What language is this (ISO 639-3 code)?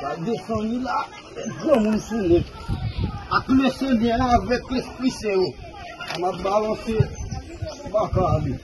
hat